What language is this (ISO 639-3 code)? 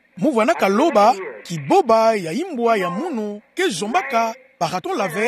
ktu